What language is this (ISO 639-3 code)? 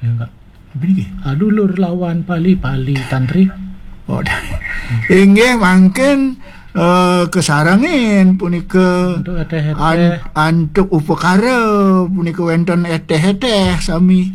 ban